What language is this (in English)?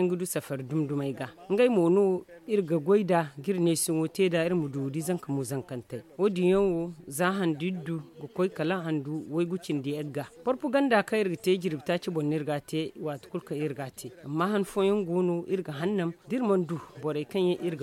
Zarma